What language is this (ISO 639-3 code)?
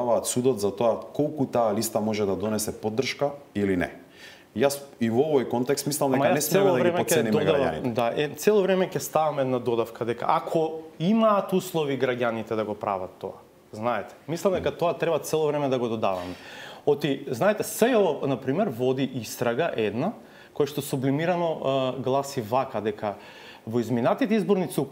mkd